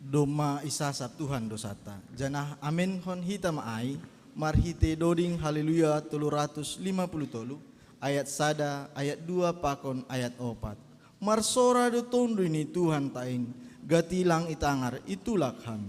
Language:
Batak Simalungun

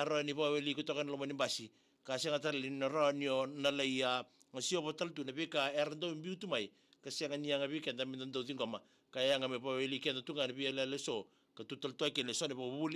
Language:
Fijian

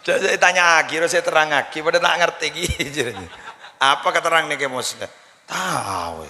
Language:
Madurese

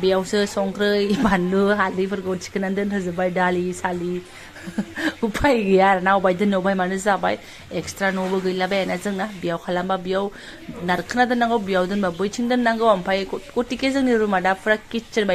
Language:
Bodo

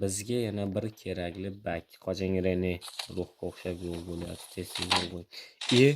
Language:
Uzbek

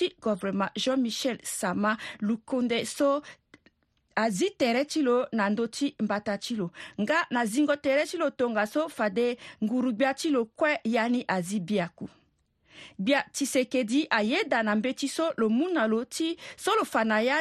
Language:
Sango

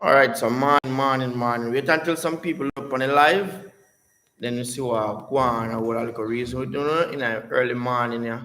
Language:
Jamaican Creole English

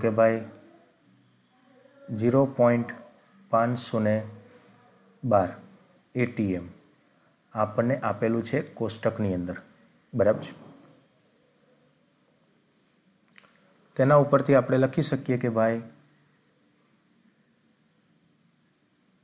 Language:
Gujarati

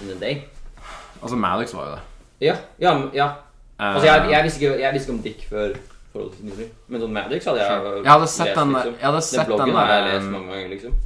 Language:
Norwegian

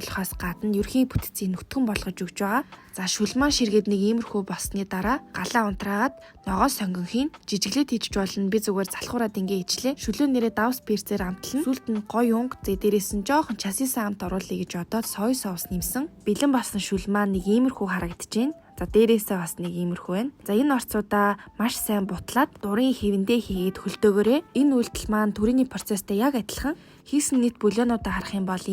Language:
Mongolian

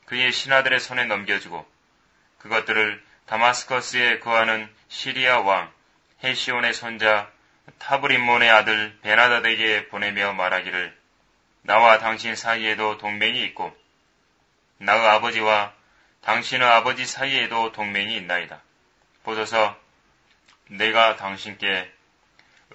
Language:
Korean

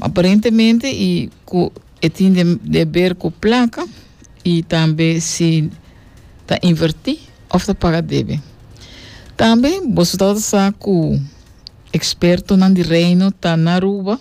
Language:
Papiamento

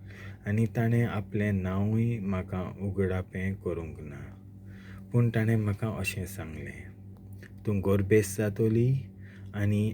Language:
Konkani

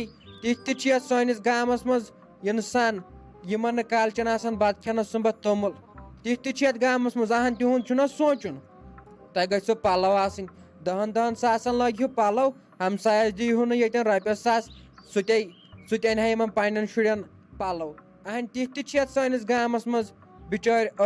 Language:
Kashmiri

